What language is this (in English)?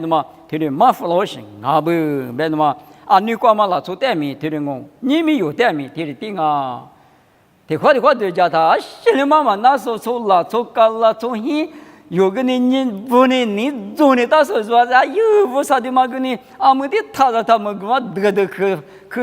Lisu